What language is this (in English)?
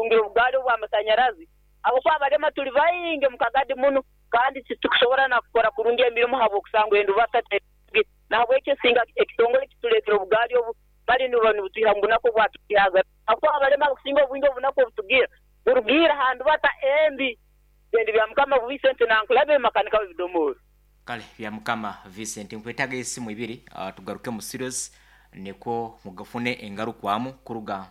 Nyankole